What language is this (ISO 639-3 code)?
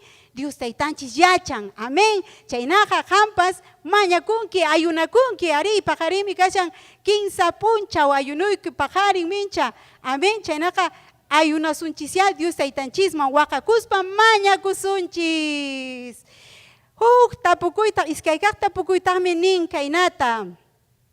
quy